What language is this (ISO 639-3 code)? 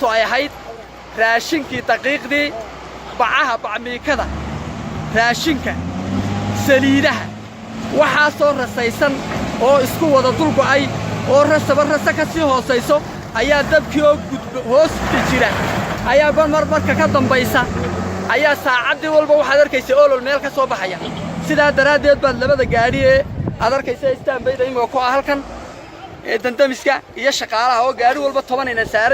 som